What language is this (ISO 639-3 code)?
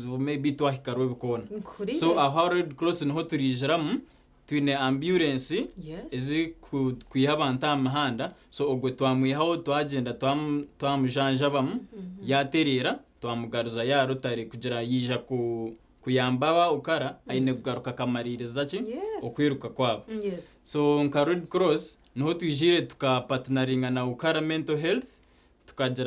nyn